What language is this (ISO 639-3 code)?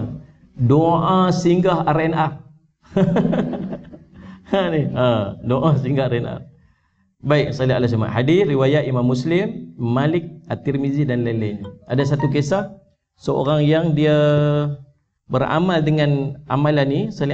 msa